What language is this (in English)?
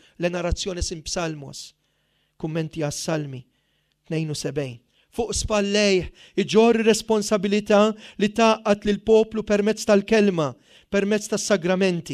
Maltese